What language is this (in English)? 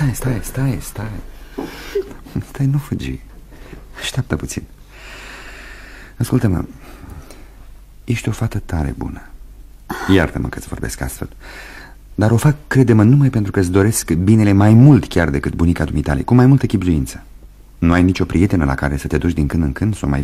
Romanian